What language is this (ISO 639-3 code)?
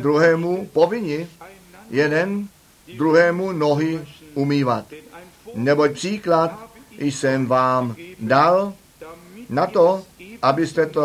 ces